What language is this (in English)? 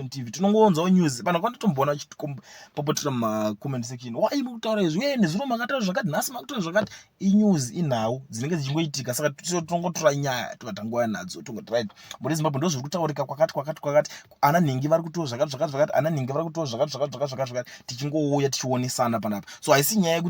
Shona